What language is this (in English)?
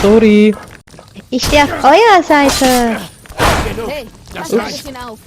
Swiss German